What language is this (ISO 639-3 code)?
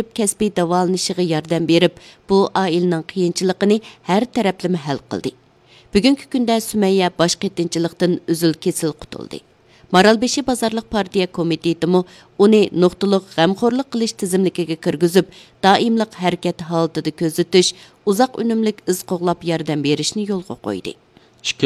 uig